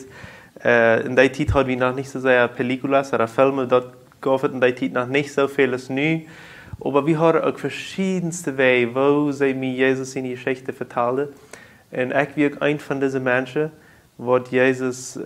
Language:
Plautdietsch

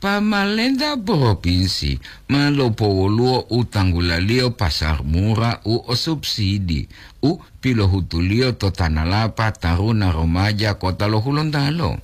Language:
Gorontalo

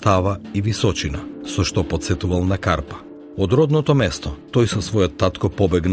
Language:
Macedonian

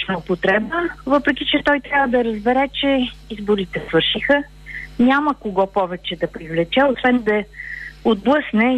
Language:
Bulgarian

